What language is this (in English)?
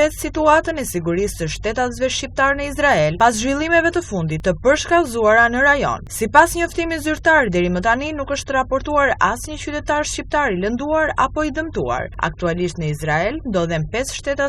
Albanian